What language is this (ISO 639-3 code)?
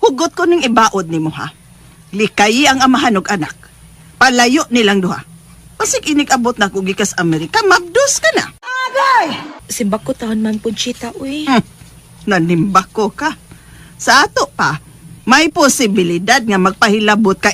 ceb